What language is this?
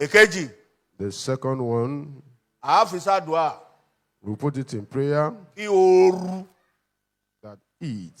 Yoruba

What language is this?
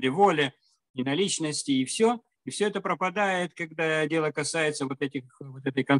Russian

